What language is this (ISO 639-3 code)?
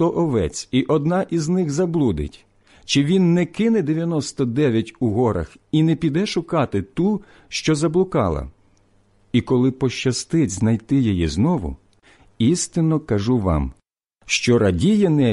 ukr